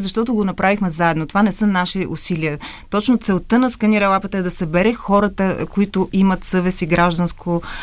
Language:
Bulgarian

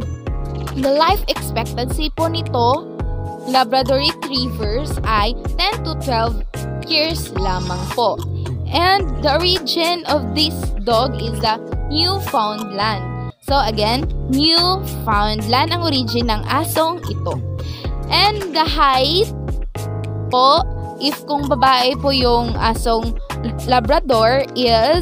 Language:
Filipino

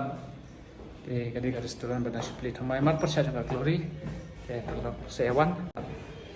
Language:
Khasi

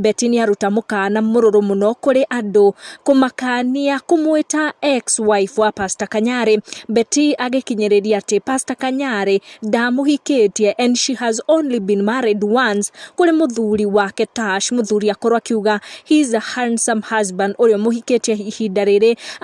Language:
Kikuyu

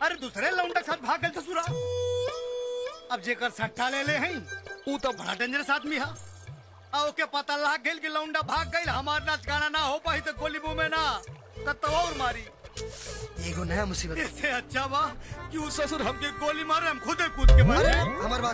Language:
Bhojpuri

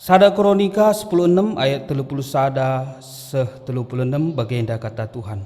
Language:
Batak Karo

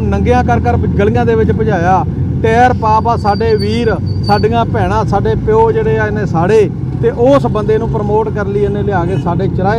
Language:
Punjabi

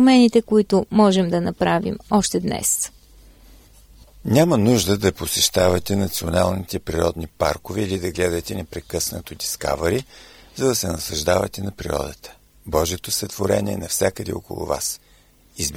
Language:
Bulgarian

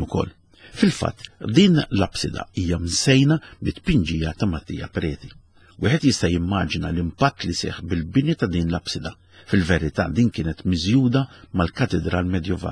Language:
Maltese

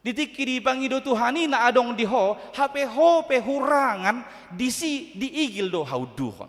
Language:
Batak Toba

